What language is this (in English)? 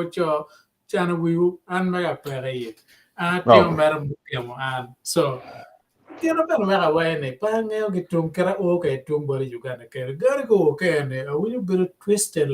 Acoli